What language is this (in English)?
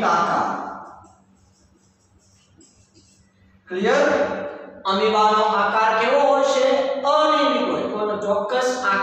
Gujarati